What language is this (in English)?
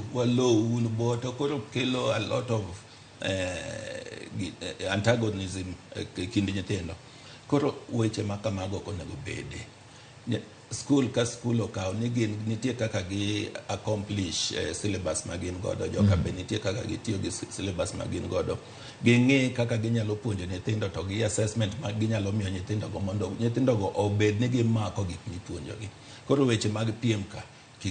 Luo (Kenya and Tanzania)